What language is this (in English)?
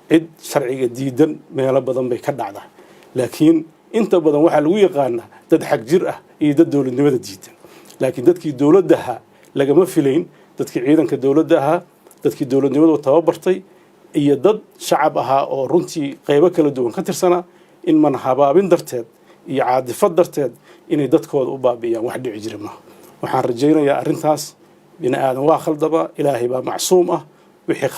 Somali